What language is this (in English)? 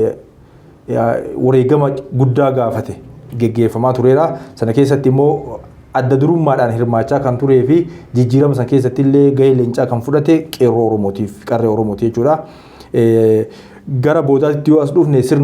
Oromo